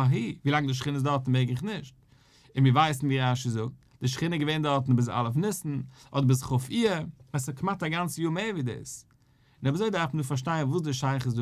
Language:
Yiddish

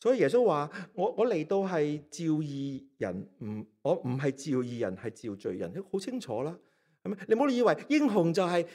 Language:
Cantonese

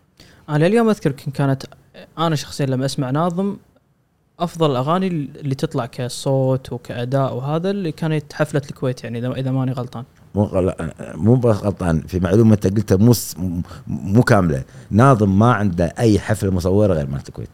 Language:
Gulf Arabic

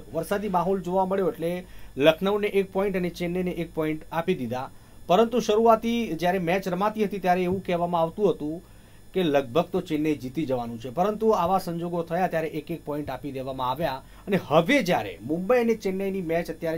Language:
Gujarati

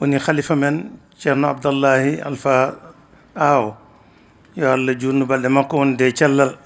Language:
Fula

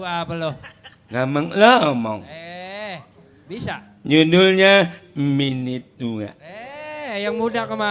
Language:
Betawi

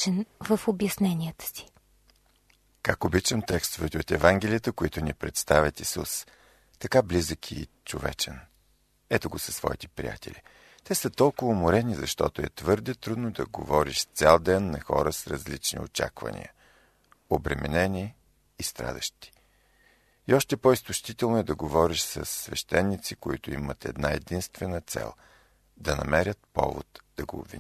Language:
Bulgarian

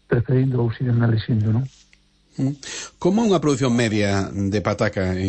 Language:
Galician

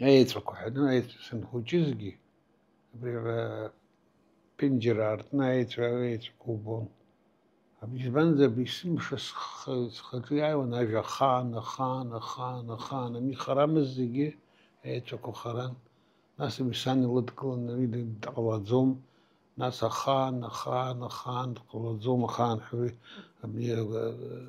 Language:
Abkhazian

